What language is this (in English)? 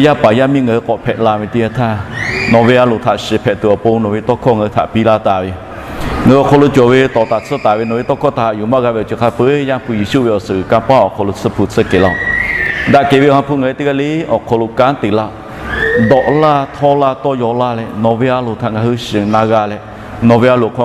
Lahu